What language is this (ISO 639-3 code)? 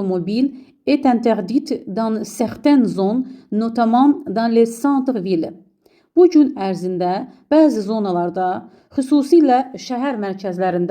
aze